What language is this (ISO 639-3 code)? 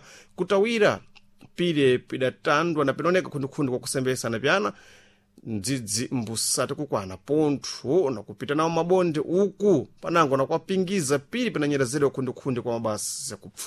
seh